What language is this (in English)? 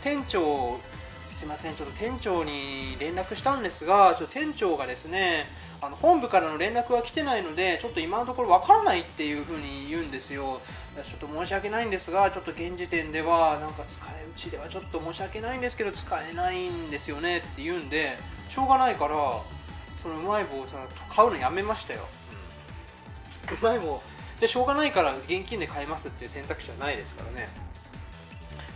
Japanese